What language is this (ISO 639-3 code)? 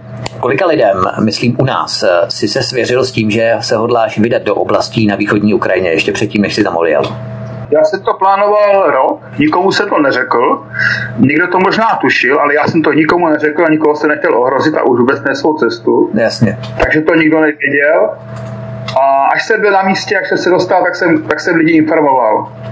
ces